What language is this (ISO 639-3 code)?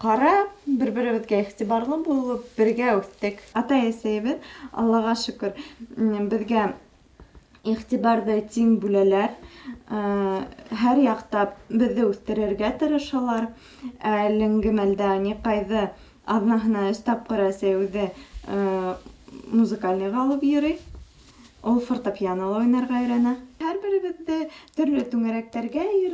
bak